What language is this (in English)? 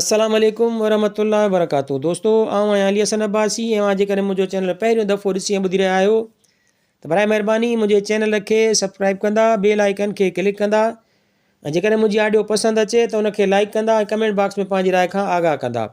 Sindhi